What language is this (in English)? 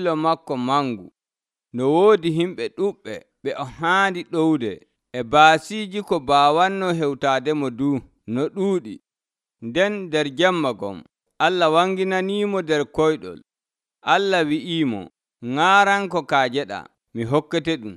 Nigerian Fulfulde